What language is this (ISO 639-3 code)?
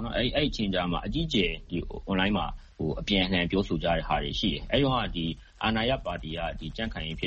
mya